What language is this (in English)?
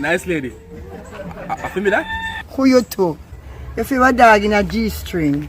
Jamaican Creole English